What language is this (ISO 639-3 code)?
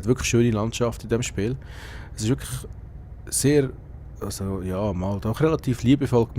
gsw